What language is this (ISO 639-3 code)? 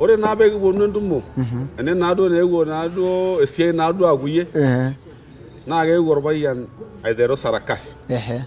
mas